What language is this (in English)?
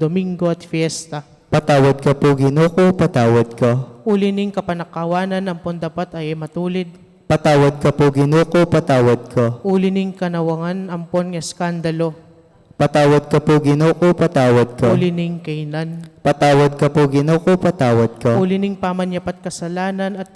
Pampanga